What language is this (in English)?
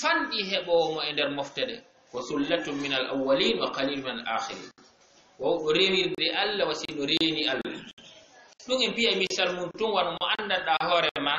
Fula